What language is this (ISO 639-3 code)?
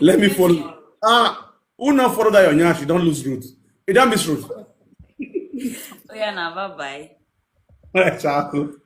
pcm